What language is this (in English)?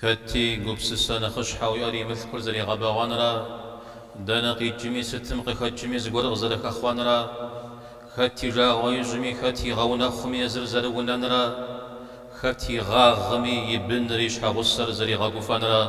Kabardian